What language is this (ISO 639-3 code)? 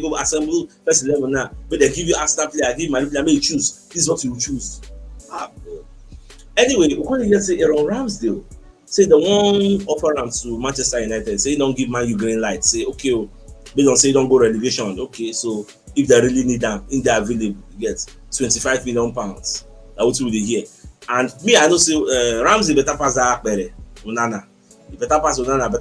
pcm